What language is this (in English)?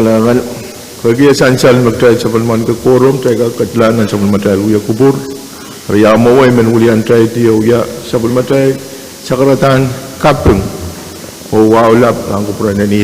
Pohnpeian